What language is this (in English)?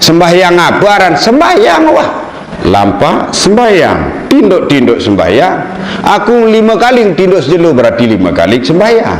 Sasak